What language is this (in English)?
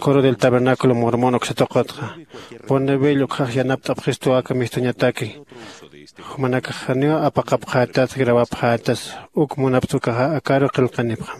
Aymara